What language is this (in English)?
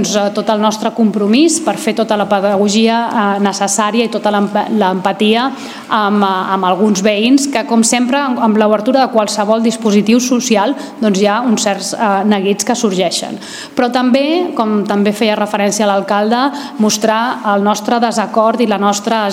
Catalan